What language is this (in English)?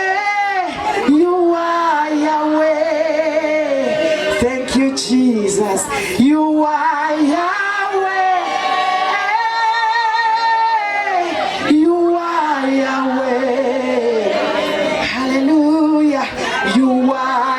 Tsonga